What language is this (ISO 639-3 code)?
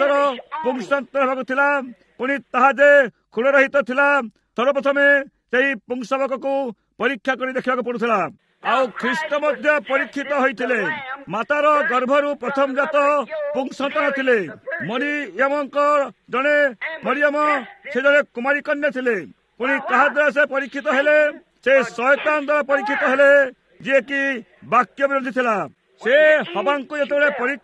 ori